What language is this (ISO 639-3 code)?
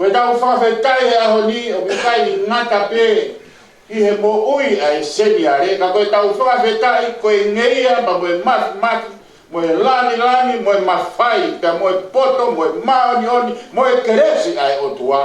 ton